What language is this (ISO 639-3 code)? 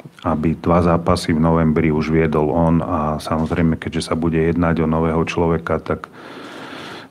slk